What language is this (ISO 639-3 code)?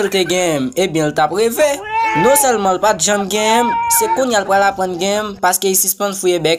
hat